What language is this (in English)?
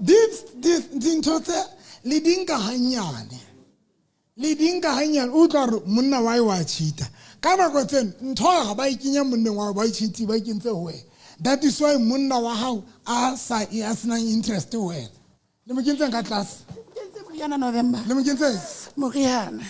Southern Sotho